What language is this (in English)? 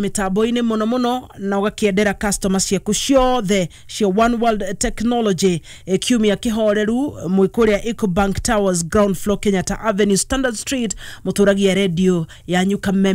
Kikuyu